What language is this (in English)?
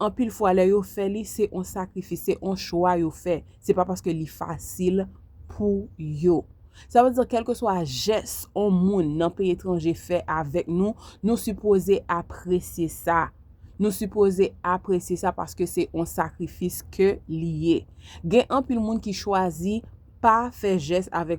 Haitian Creole